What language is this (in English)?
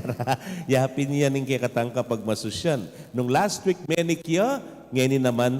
Pampanga